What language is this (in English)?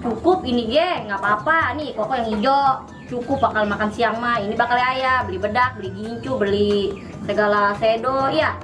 Betawi